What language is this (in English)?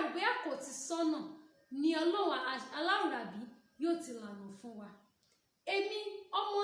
Yoruba